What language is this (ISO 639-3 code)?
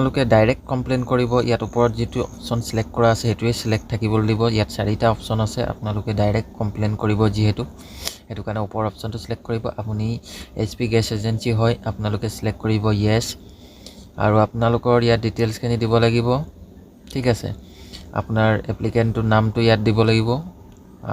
asm